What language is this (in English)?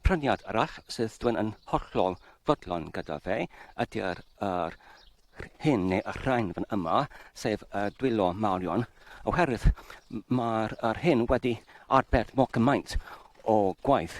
Welsh